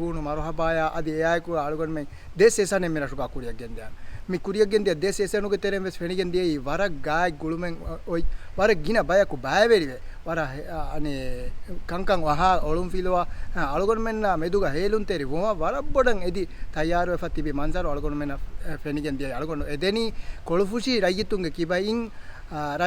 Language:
Divehi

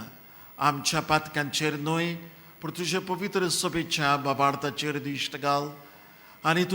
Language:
Konkani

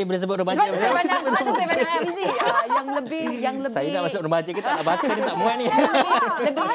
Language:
Malay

